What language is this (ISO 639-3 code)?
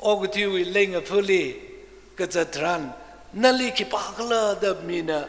nmf